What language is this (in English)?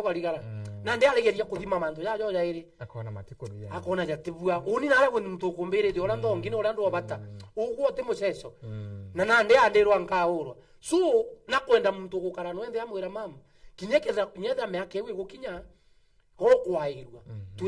Meru